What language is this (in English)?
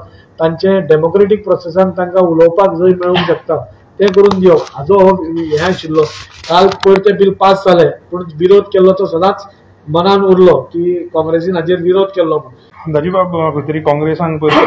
Konkani